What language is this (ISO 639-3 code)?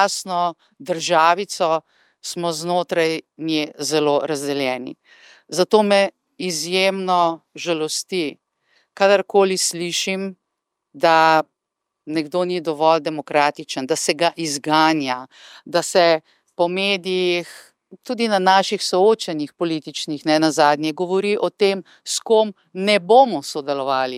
slv